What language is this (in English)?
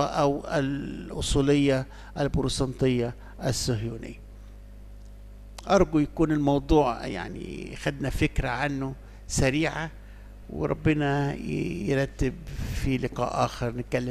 Egyptian Arabic